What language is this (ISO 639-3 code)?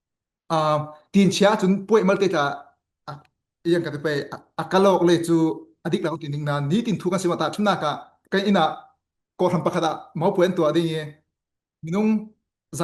cfm